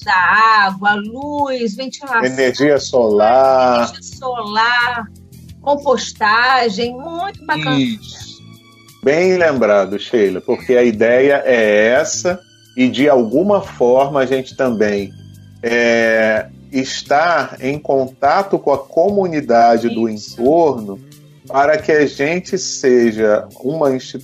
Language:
Portuguese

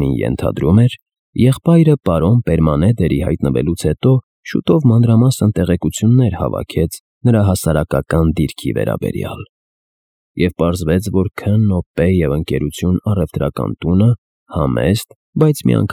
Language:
Armenian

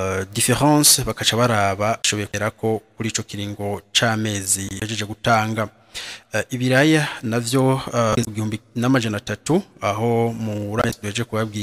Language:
Rundi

